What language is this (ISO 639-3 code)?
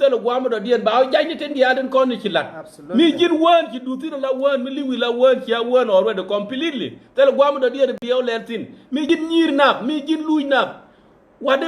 nus